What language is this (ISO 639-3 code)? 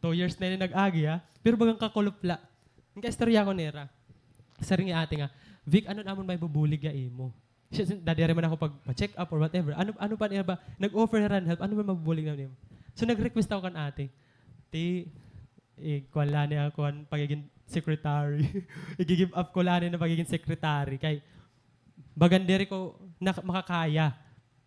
war